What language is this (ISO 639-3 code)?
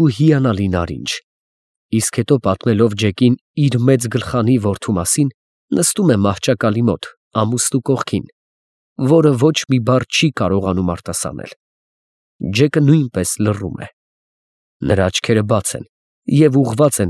hye